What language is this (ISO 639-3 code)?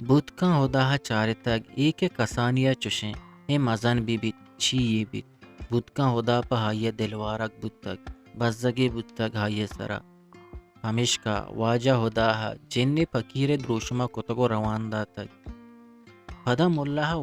bgp